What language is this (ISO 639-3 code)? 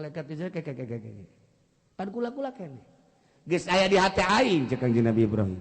sun